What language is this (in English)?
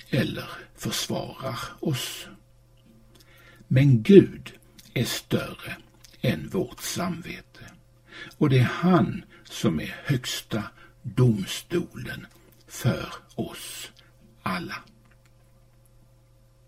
Swedish